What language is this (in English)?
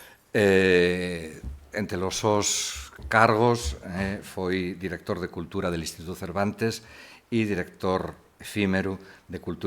Asturian